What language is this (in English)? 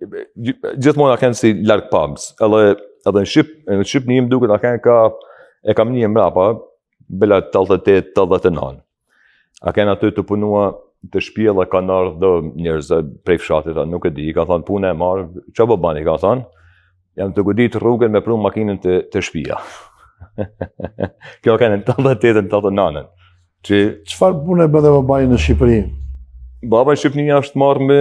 Albanian